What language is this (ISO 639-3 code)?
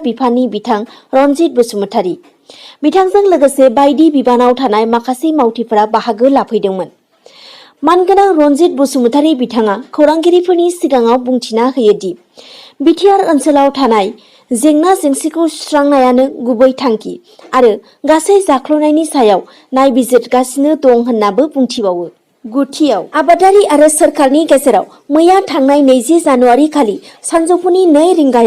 brx